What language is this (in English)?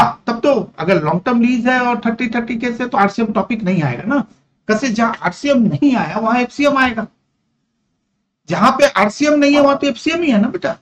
Hindi